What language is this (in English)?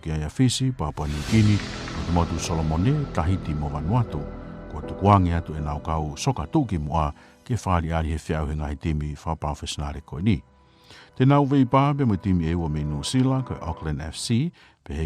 Tongan